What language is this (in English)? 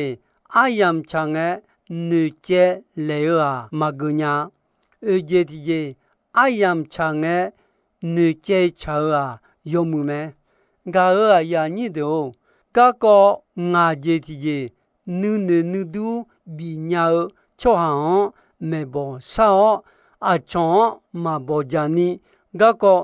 Akha